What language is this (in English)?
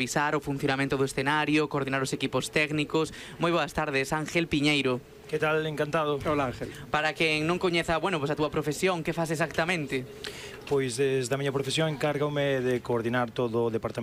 Galician